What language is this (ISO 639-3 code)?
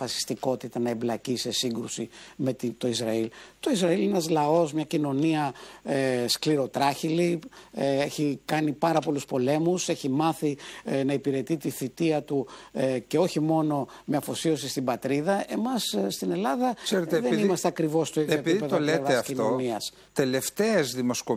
ell